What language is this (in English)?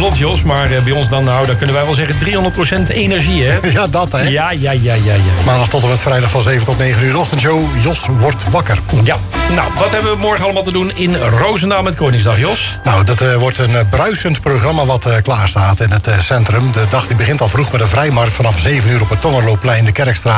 Dutch